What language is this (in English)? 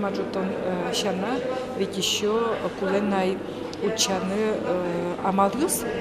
Udmurt